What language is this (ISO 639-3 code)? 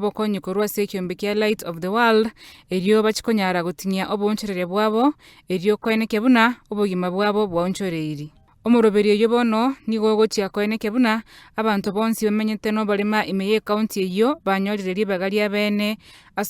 guz